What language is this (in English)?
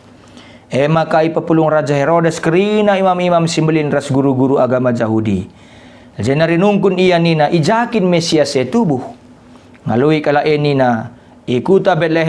Batak Karo